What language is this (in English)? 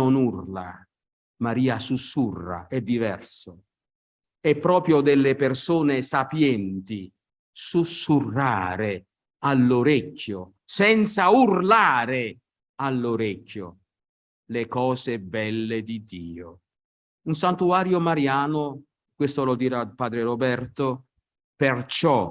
Italian